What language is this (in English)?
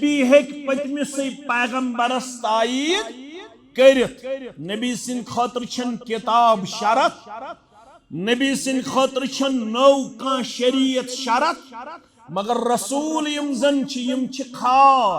Kashmiri